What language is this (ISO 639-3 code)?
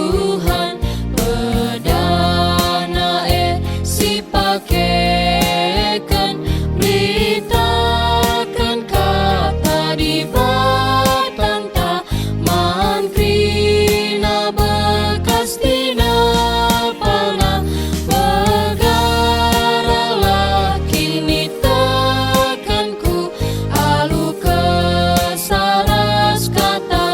btx